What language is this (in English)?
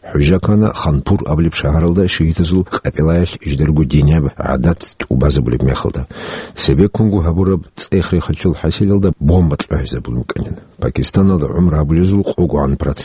Avaric